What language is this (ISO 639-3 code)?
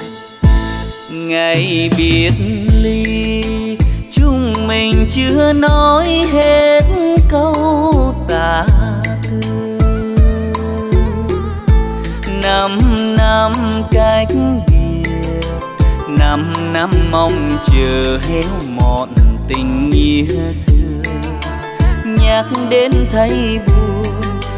vie